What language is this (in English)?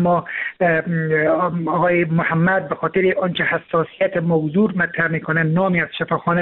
Persian